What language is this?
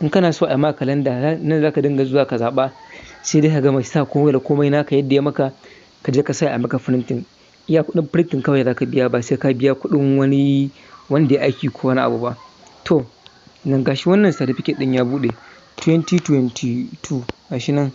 Hausa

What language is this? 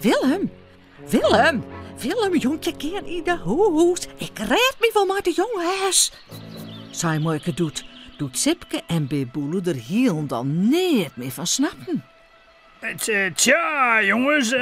Western Frisian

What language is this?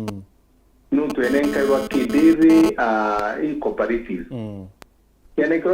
Meru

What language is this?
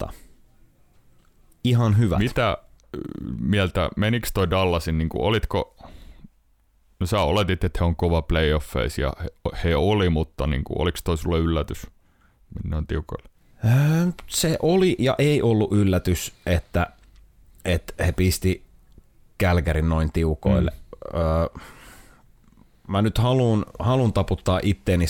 Finnish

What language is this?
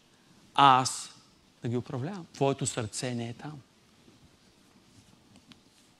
Bulgarian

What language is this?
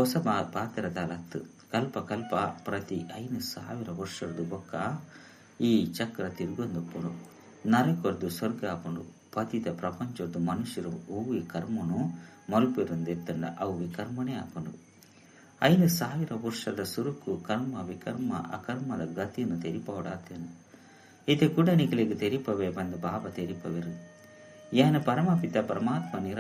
Tulu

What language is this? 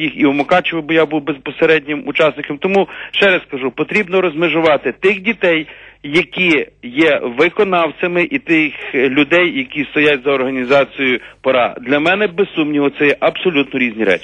Ukrainian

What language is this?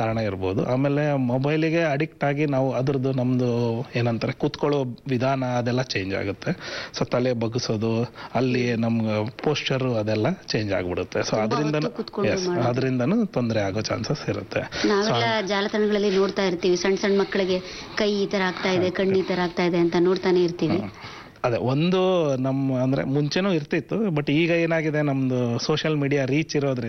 Kannada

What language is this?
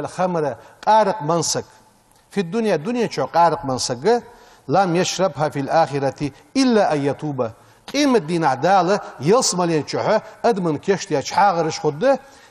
Ingush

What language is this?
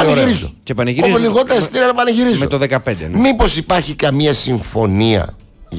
Greek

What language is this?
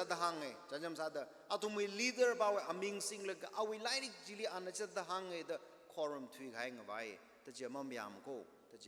Tangkhul Naga (India)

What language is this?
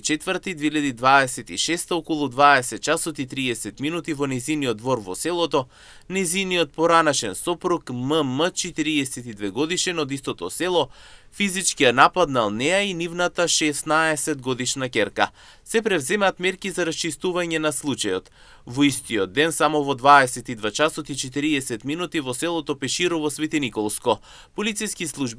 Macedonian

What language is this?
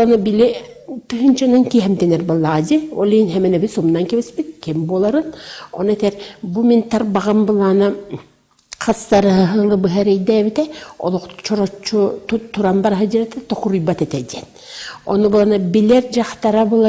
Yakut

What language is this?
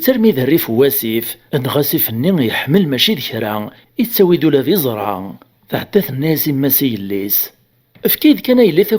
Kabyle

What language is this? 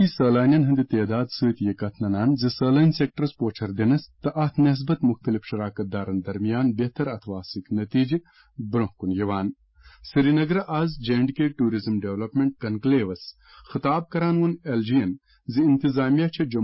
Kashmiri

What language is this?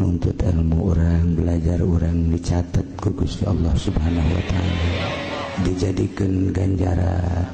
Sundanese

